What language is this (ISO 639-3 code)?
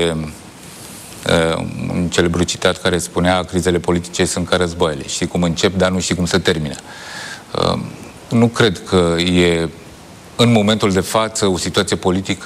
ron